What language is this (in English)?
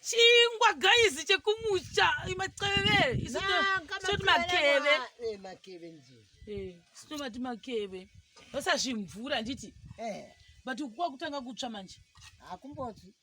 Shona